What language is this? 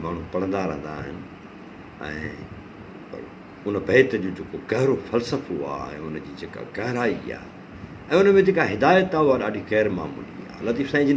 Sindhi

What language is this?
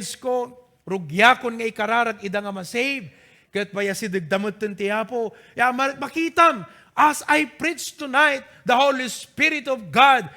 Iloko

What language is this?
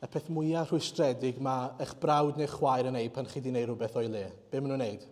Welsh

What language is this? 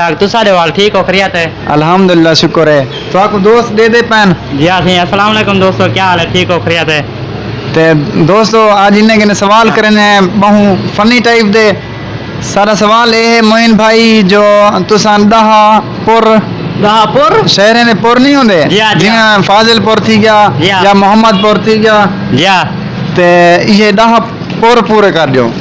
Saraiki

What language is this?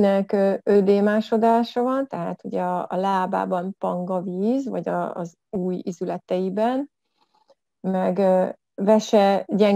Hungarian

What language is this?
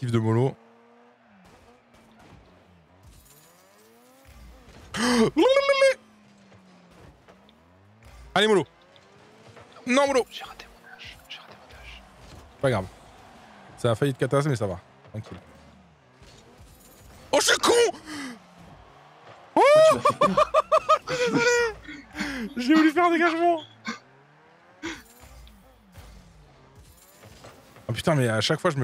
French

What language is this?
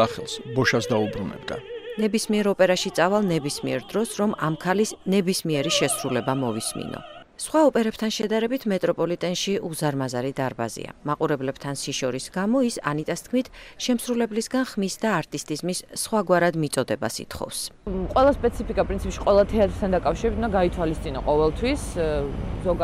Georgian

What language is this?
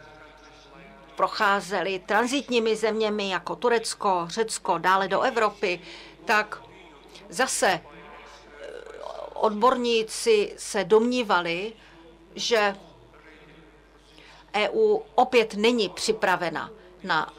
Czech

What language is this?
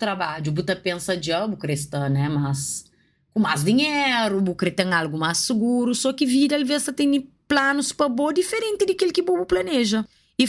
Kabuverdianu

